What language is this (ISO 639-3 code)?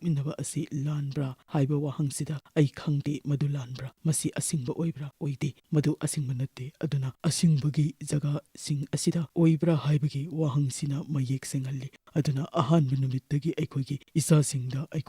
mni